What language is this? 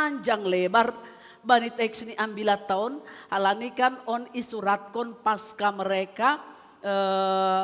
Batak Simalungun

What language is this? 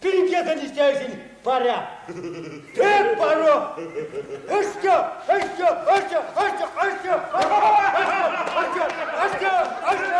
Erzya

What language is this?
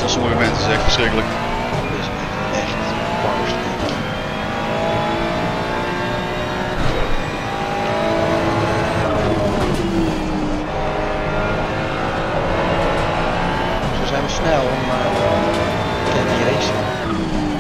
Dutch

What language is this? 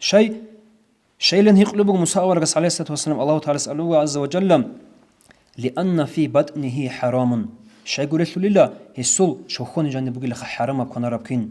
Avaric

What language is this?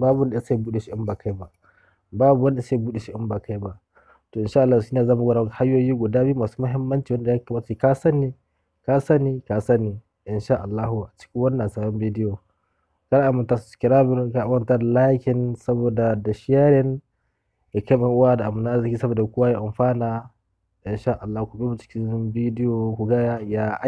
Hausa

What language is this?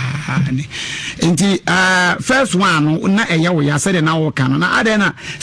Akan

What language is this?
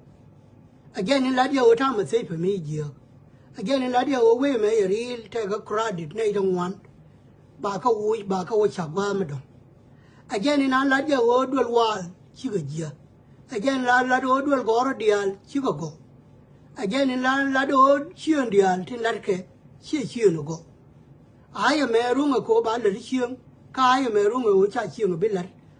Nuer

